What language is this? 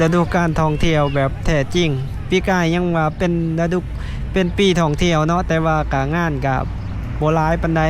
Lao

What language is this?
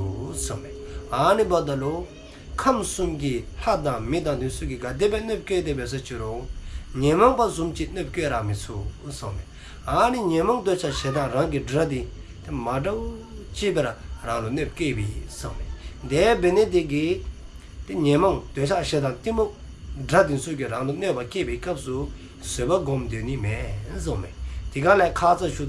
Dzongkha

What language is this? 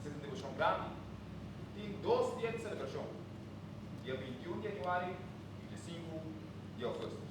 Papiamento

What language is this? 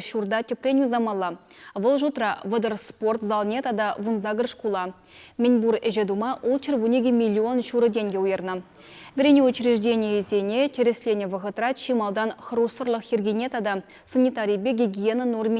Chuvash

